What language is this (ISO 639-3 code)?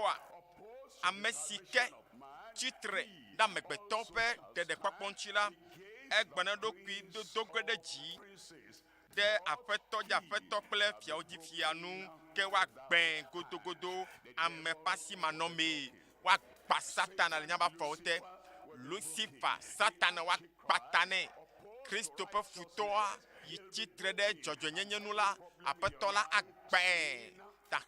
ewe